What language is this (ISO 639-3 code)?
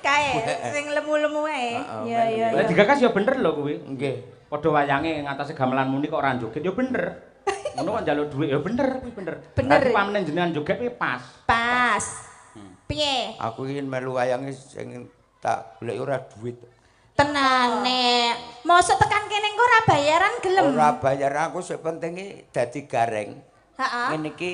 jav